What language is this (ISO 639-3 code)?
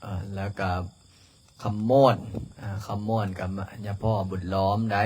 lao